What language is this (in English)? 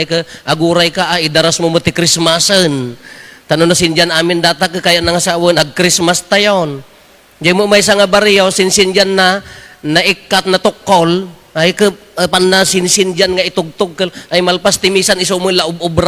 Iloko